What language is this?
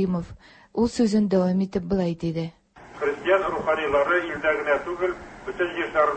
Tatar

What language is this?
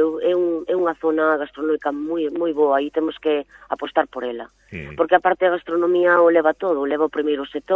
Galician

